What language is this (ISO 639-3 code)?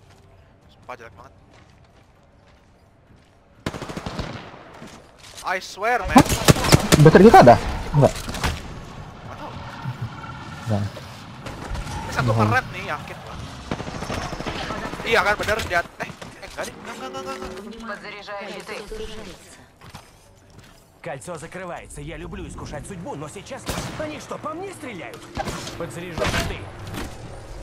ind